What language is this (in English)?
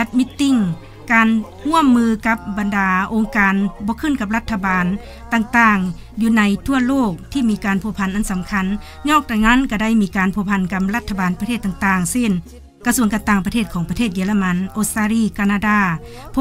Lao